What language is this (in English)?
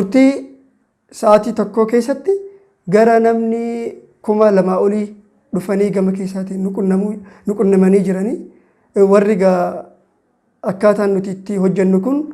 Oromo